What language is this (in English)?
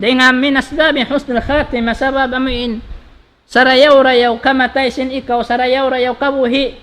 Tausug